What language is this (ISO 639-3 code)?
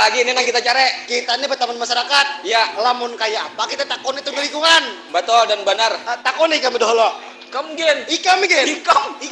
bjn